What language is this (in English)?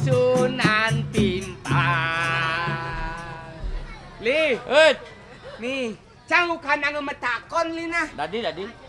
Balinese